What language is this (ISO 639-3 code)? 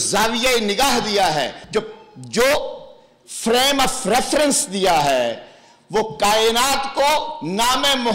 urd